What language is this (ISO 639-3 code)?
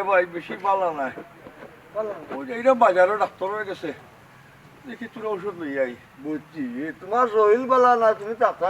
syl